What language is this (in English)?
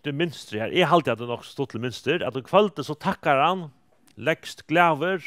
Faroese